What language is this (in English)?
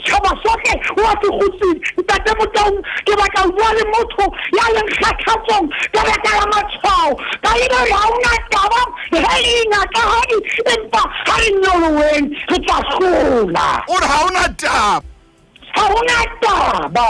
Southern Sotho